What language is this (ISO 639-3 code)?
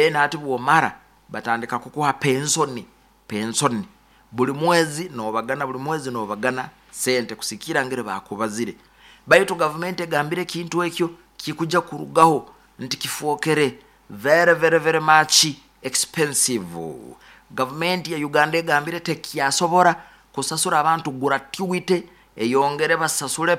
nyo